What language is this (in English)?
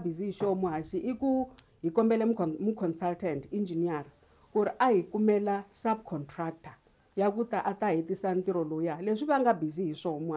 Tsonga